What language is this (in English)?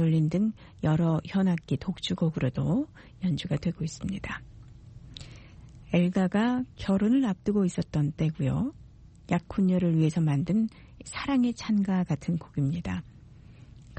Korean